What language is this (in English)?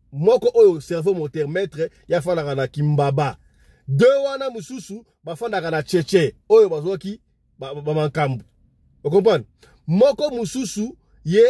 Lingala